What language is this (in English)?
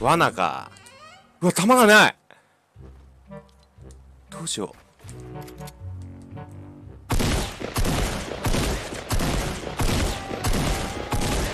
Japanese